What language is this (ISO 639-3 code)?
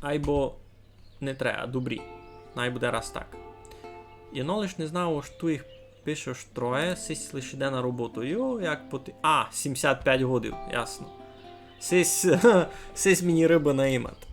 rue